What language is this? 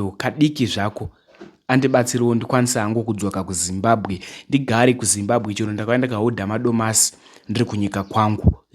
Shona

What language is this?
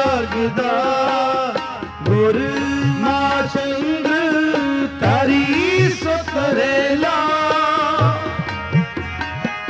Punjabi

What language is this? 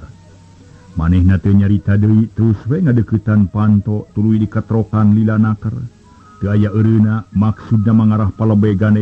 Sundanese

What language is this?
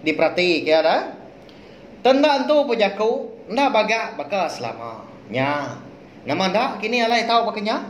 Iban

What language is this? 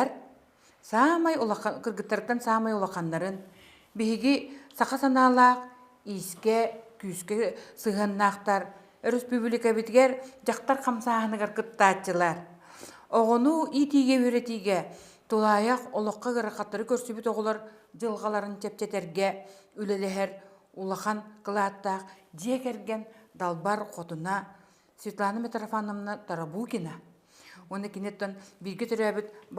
Yakut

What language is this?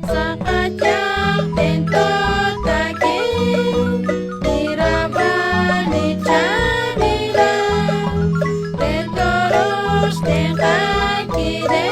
Kekchí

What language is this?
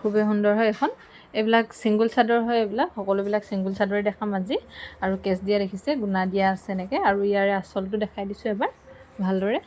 Assamese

